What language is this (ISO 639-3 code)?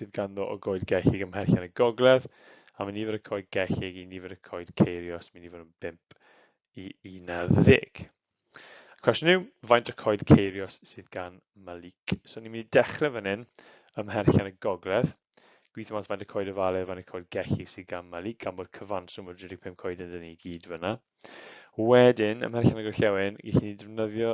cym